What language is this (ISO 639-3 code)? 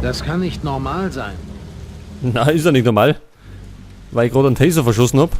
bar